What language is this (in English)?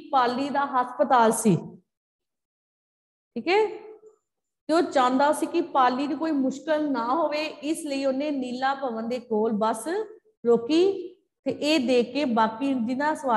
Punjabi